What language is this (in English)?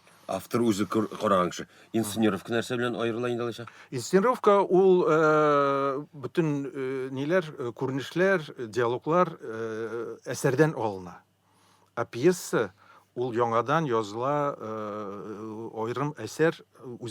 Tatar